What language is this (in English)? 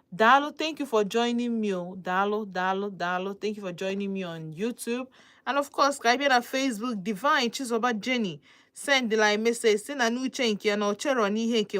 Igbo